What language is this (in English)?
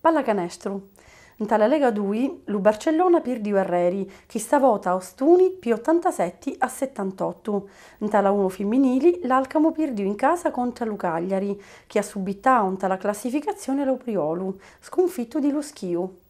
Sicilian